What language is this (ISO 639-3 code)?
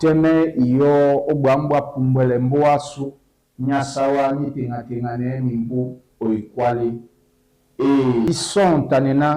dua